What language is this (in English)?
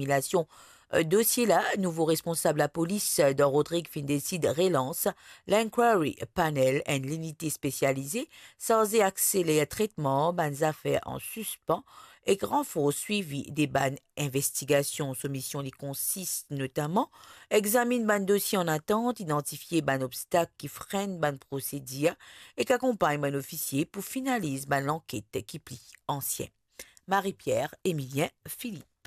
Morisyen